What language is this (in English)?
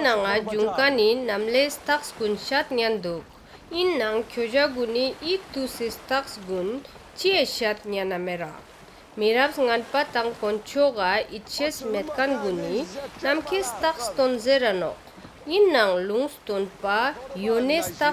Ladakhi